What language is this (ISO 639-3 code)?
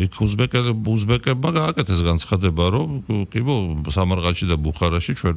kat